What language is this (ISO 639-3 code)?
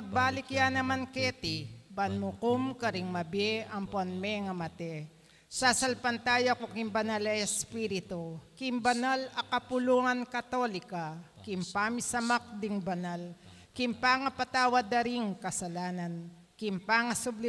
pam